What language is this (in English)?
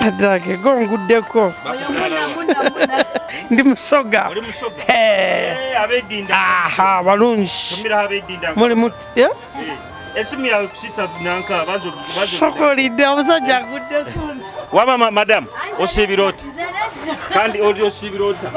Nyoro